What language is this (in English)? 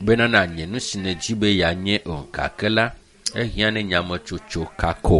Ewe